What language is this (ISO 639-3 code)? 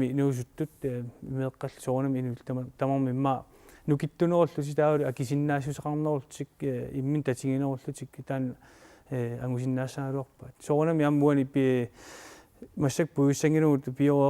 kal